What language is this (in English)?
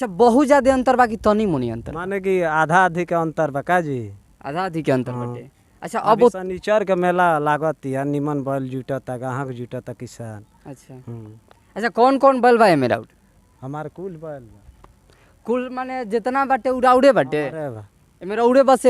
Bhojpuri